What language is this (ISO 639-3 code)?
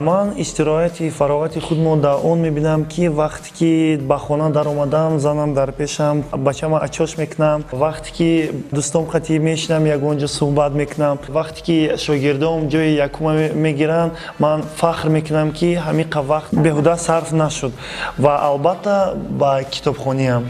tgk